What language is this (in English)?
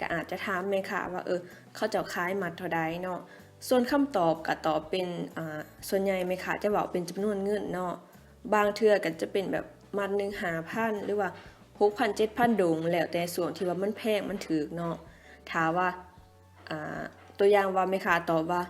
Lao